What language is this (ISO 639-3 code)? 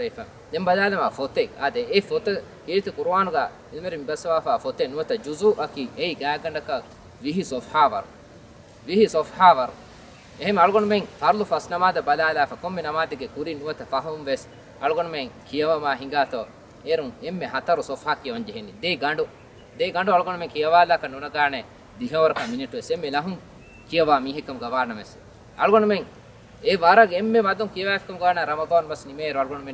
div